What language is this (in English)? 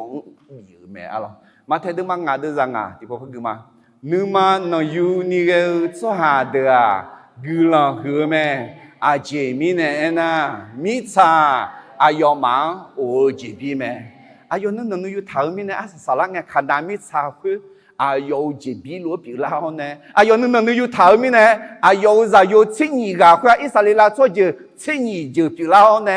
Akha